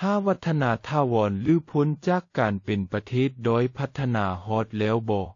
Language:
Lao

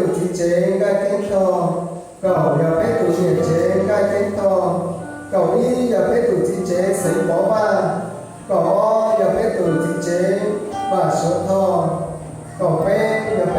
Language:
Hmong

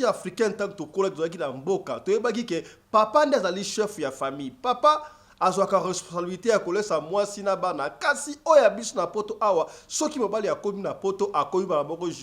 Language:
Lingala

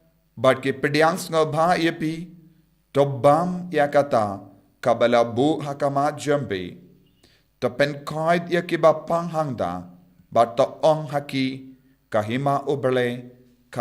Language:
Khasi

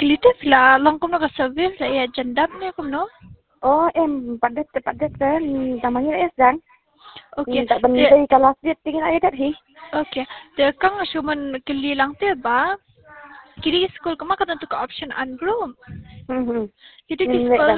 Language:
Khasi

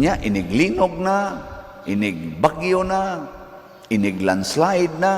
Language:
Cebuano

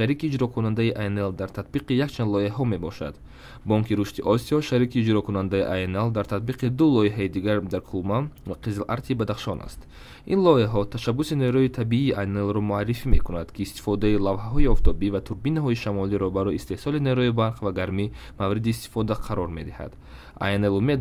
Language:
Tajik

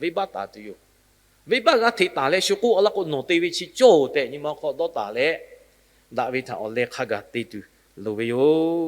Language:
Lahu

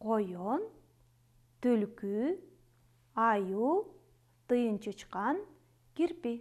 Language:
Kyrgyz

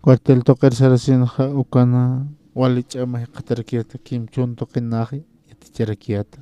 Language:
Aymara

